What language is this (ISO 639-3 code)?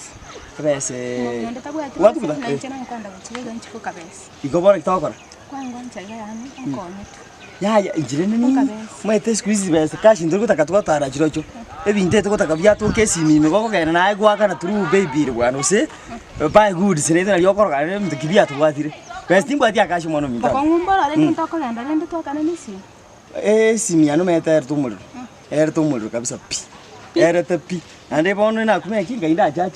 guz